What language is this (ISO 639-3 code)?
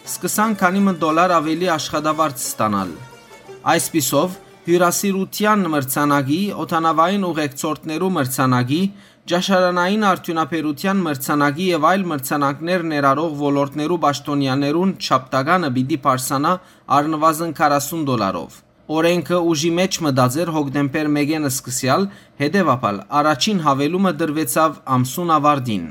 hyw